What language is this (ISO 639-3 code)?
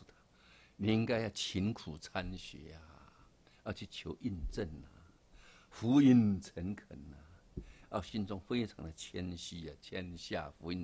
zho